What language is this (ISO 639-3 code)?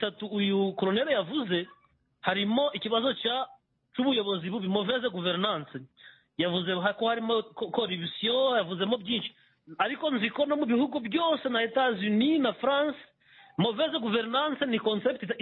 kin